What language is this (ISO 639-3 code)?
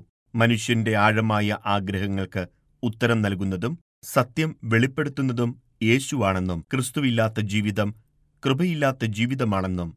mal